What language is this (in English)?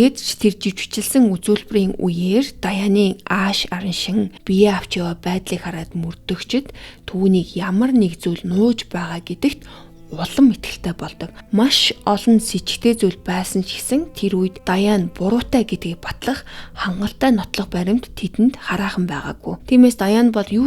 Mongolian